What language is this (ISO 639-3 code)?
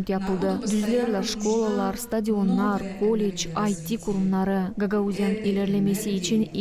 gag